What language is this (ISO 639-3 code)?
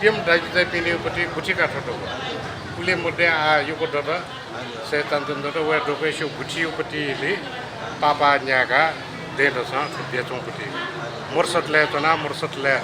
new